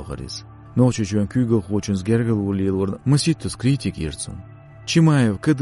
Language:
Chechen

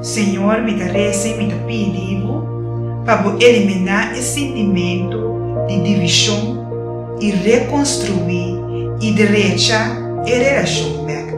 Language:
Papiamento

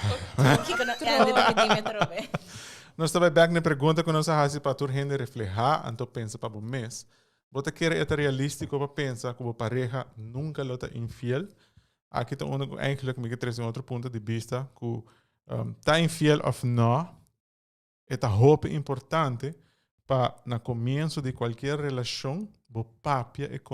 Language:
Papiamento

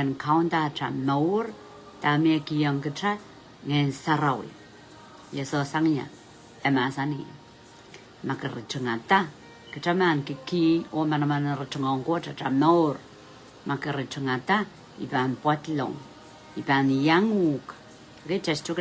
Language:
Pohnpeian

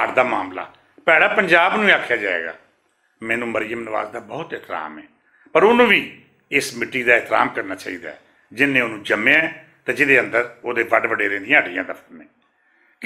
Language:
Western Panjabi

